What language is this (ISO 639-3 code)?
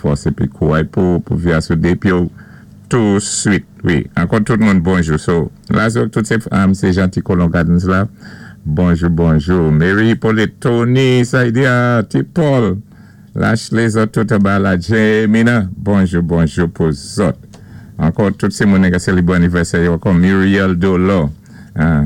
acf